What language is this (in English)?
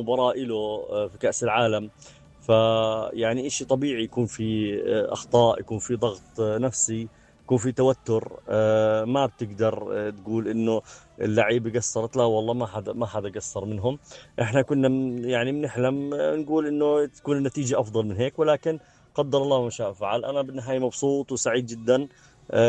North Levantine Arabic